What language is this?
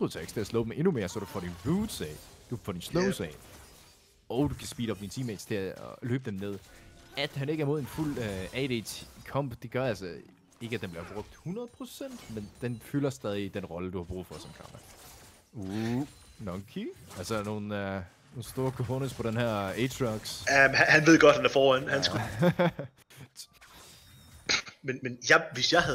Danish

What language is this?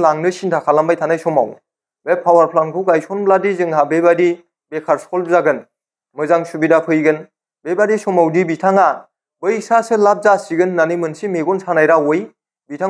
Bodo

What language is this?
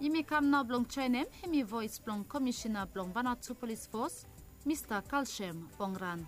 Bislama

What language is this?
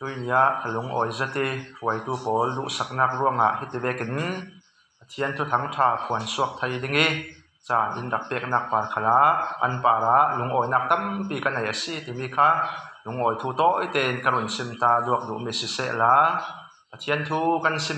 Falam Chin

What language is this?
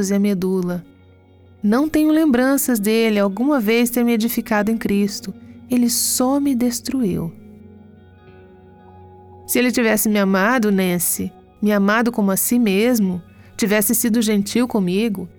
Portuguese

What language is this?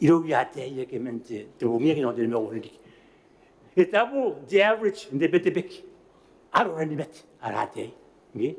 Gilbertese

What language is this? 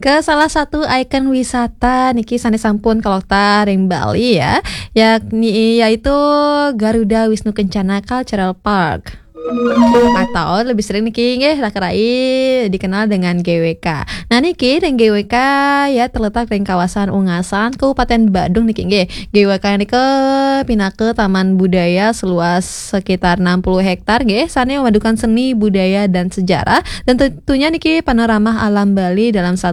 Balinese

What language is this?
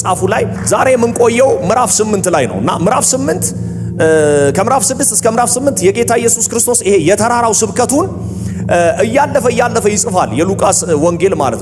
Amharic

